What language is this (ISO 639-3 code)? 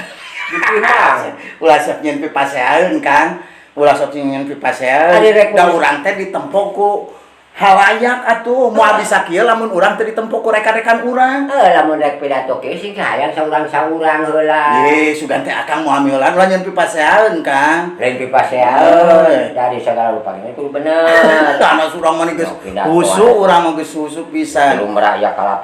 sun